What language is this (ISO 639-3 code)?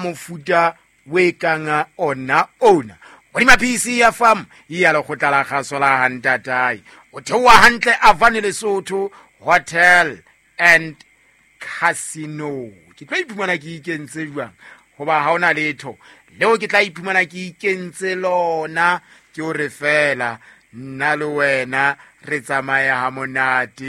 sot